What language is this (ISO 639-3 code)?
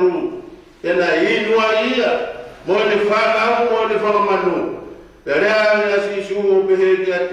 ton